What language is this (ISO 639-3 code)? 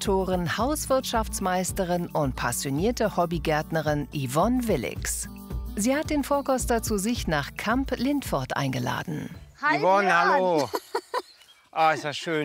deu